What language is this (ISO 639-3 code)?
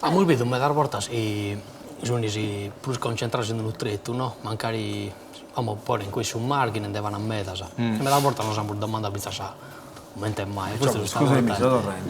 srd